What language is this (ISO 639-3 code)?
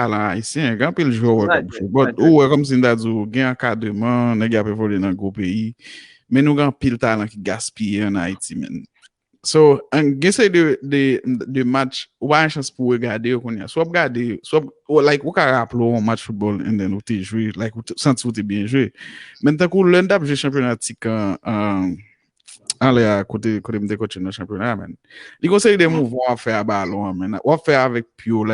hat